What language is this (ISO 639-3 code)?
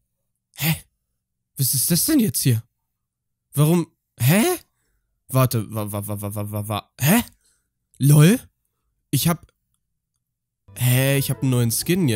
deu